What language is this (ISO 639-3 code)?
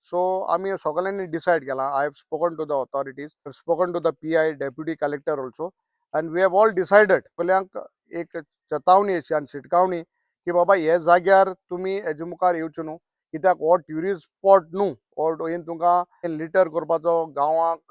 kok